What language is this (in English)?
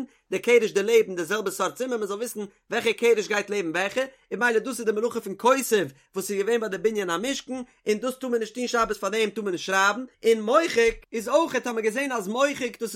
Yiddish